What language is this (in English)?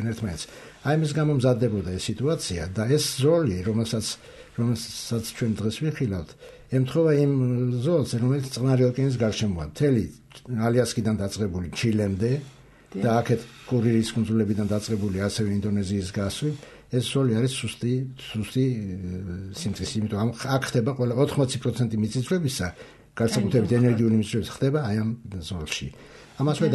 Georgian